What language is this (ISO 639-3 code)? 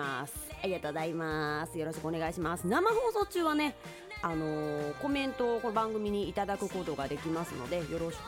jpn